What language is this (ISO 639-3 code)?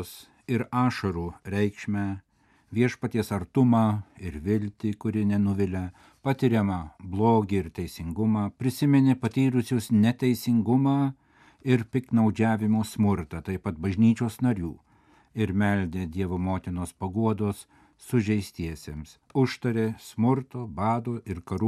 lit